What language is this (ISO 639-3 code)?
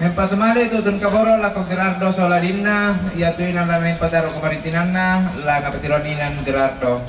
sda